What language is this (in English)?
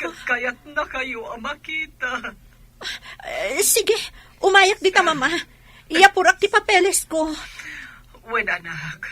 Iloko